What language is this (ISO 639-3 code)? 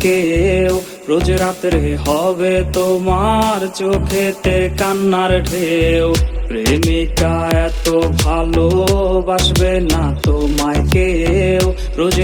ben